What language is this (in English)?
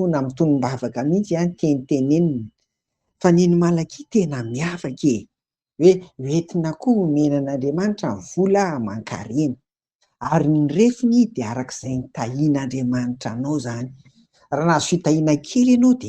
Malagasy